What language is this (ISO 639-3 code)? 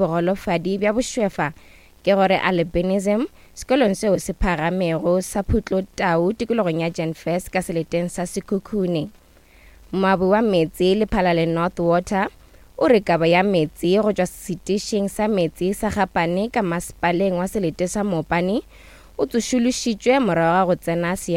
nso